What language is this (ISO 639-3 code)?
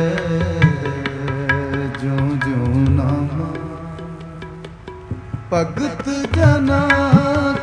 pan